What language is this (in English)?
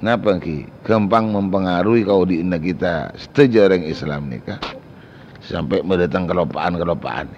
Madurese